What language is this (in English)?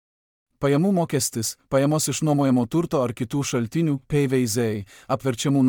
Lithuanian